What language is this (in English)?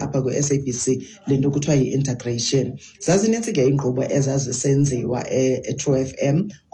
Xhosa